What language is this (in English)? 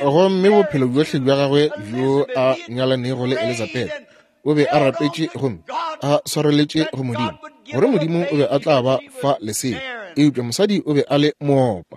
Northern Sotho